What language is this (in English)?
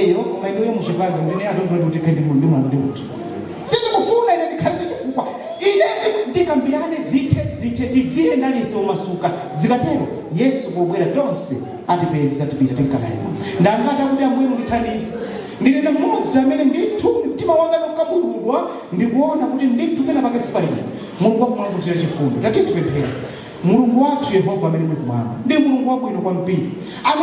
Nyanja